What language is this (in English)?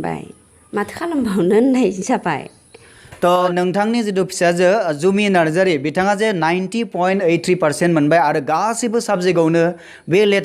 Bodo